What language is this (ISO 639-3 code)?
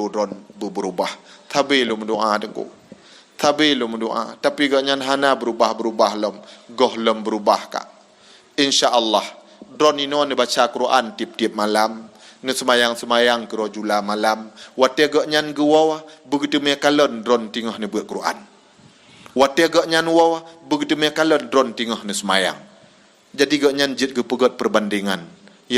ace